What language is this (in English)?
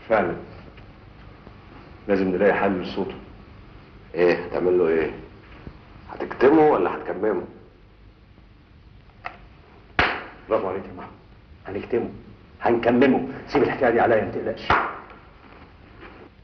Egyptian Arabic